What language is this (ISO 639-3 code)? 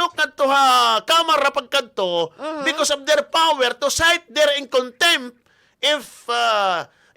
war